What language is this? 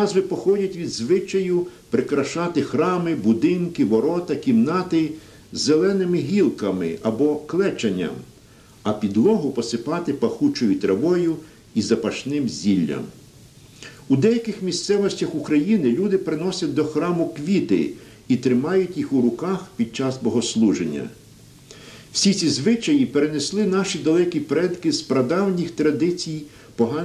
Ukrainian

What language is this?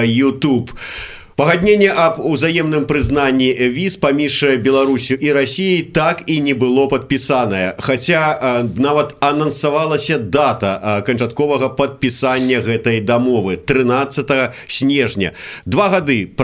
Belarusian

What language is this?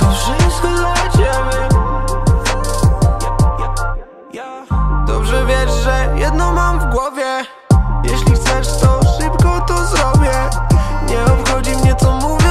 Polish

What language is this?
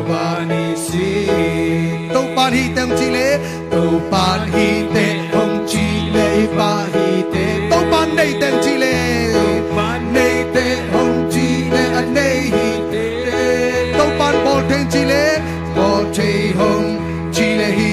Tedim Chin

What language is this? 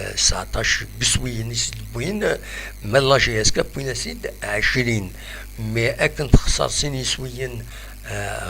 Kabyle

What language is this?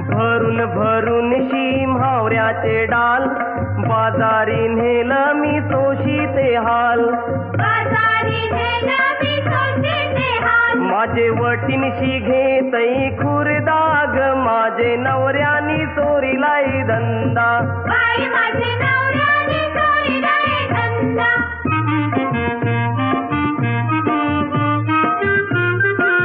Marathi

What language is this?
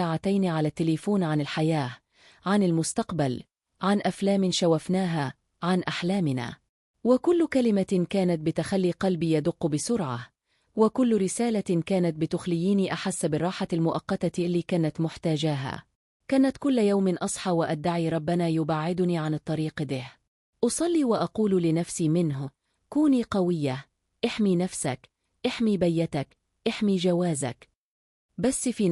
Egyptian Arabic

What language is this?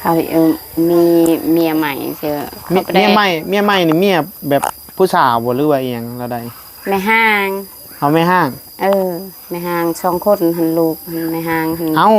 Northeastern Thai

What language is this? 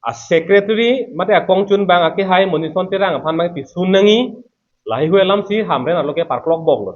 Karbi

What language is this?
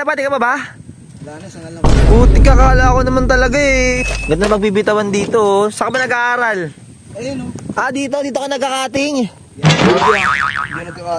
Filipino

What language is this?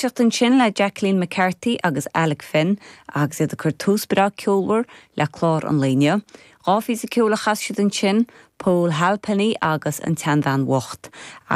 Irish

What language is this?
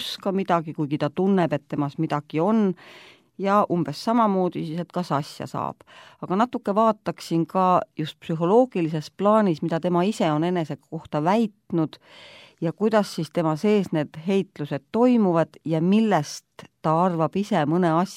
Estonian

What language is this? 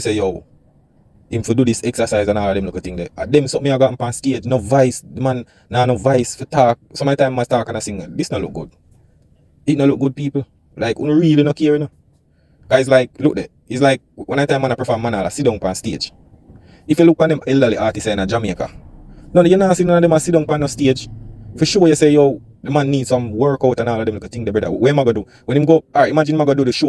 Jamaican Creole English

